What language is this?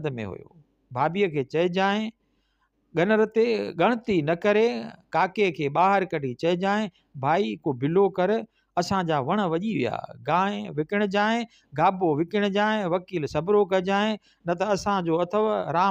Sindhi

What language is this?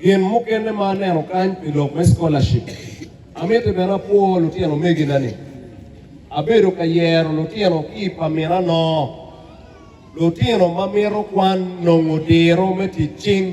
Acoli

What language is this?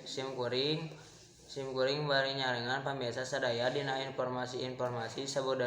Sundanese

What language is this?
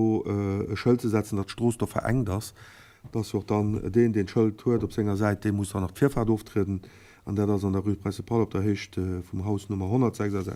Luxembourgish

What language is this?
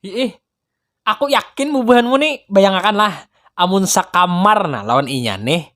Banjar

